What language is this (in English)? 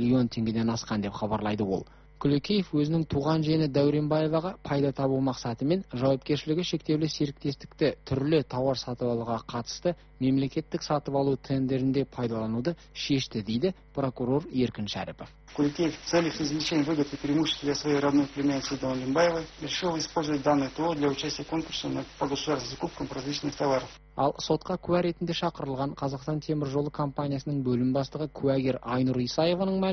Kazakh